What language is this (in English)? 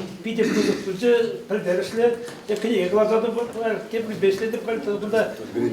Chuvash